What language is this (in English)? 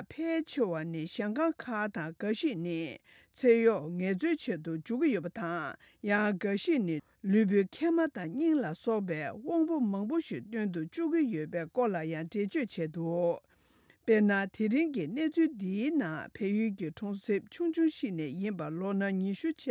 Tibetan